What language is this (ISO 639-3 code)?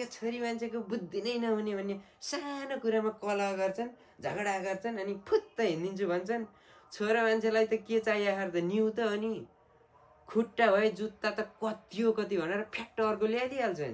nep